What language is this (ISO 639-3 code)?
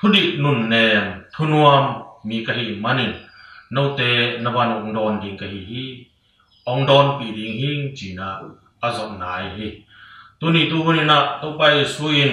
ctd